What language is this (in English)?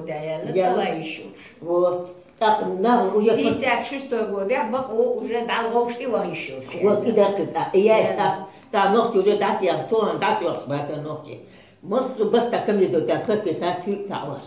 Chechen